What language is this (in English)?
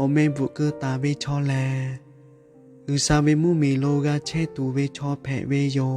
Lahu